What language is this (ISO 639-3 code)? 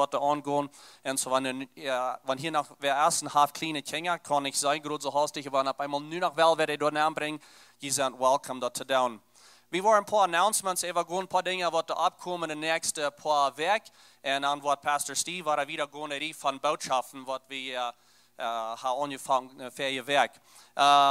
pdt